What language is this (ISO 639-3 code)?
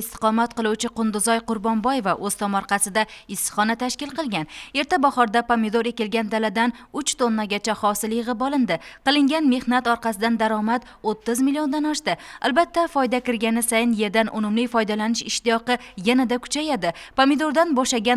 uzb